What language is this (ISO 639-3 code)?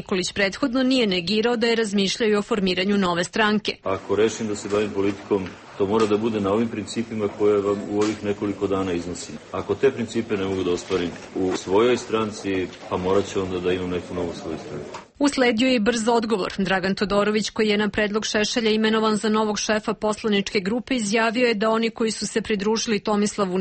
srp